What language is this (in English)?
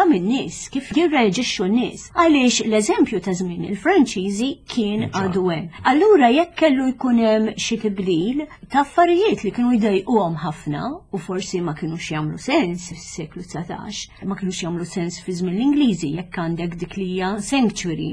Maltese